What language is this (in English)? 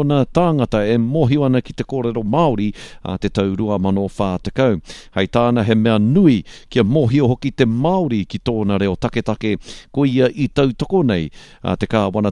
Māori